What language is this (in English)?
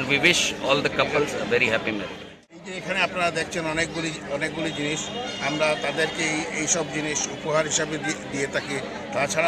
Bangla